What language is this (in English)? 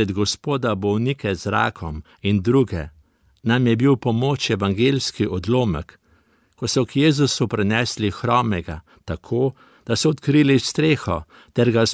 Slovenian